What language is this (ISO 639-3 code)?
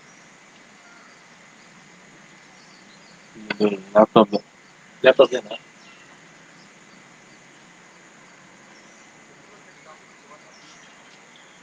kan